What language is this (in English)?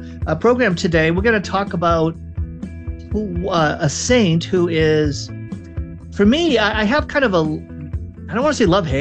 English